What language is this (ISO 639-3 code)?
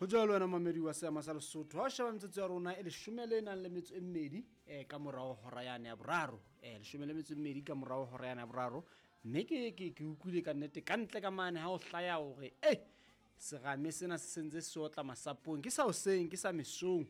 sot